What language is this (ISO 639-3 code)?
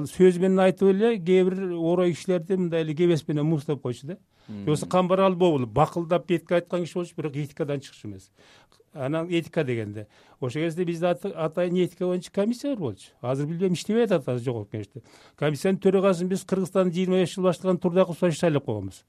kir